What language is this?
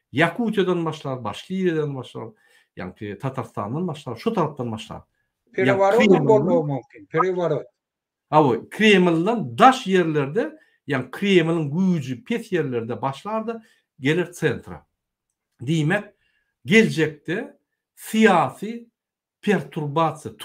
Turkmen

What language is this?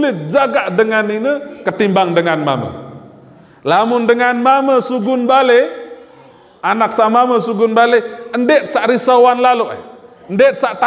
Sasak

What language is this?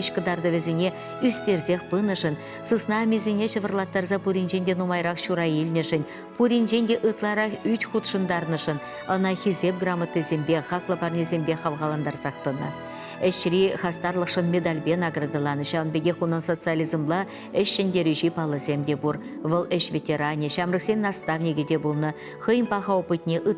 Chuvash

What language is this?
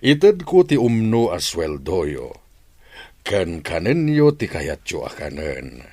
Iloko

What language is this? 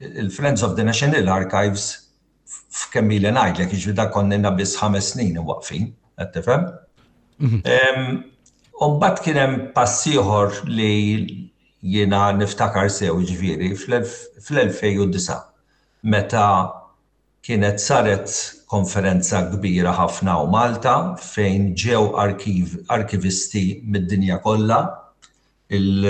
Maltese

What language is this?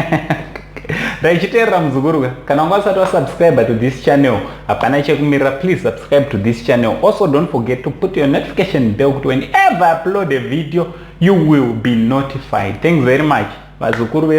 Shona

